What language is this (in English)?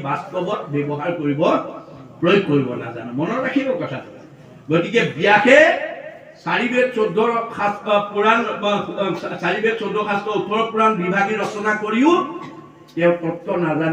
Assamese